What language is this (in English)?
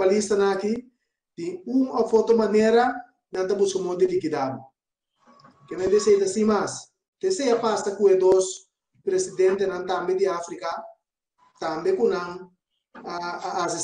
Papiamento